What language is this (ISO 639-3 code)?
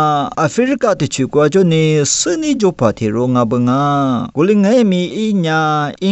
lis